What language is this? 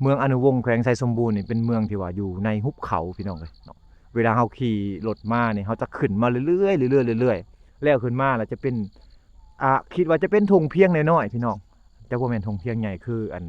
Lao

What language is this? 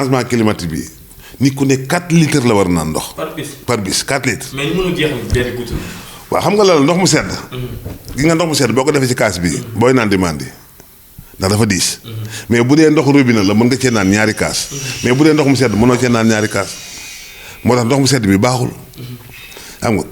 Wolof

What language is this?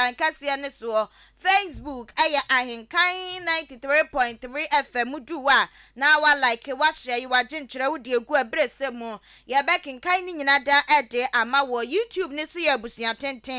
Akan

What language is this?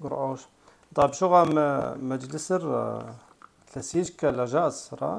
Kabardian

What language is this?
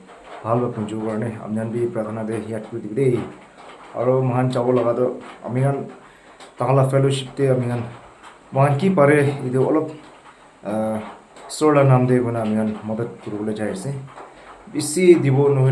Naga Pidgin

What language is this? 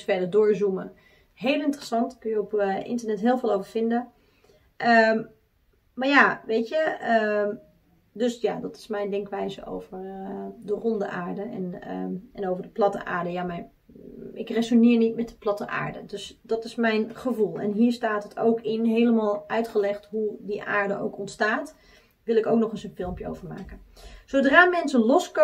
Dutch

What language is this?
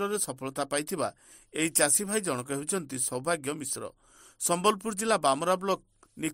Odia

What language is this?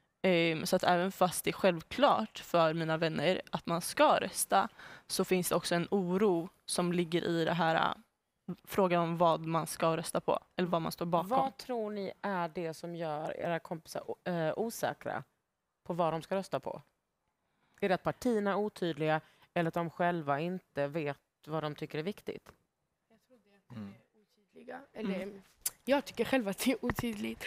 Swedish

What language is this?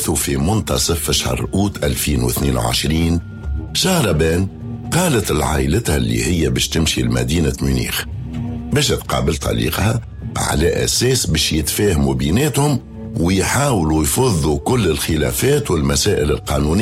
Tunisian Arabic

